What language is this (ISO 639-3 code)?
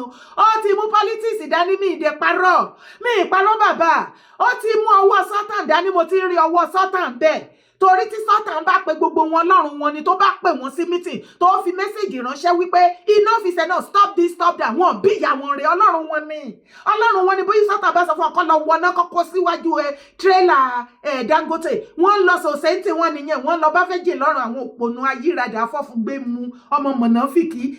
yor